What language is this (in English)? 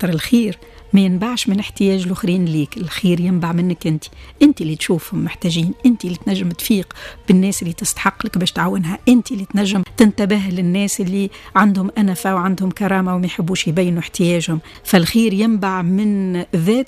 Tunisian Arabic